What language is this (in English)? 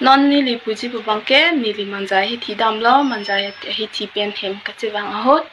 Karbi